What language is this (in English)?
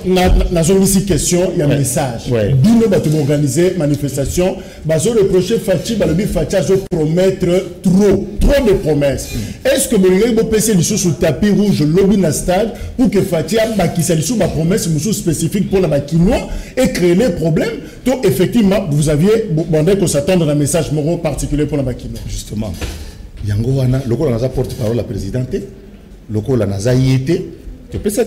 French